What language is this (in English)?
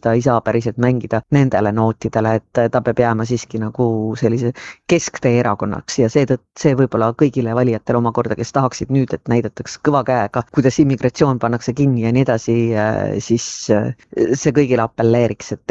Estonian